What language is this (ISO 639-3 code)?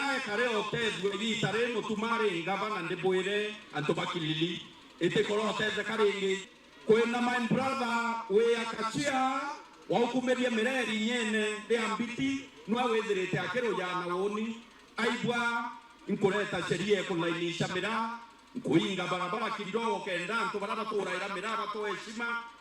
mer